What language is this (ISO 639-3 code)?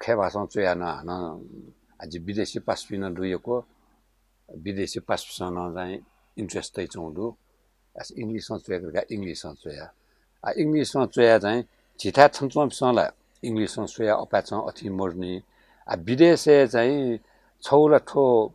new